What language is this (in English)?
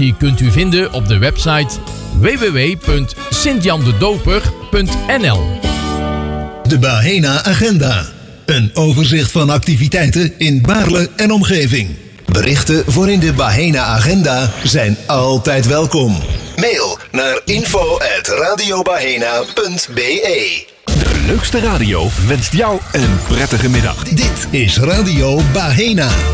Dutch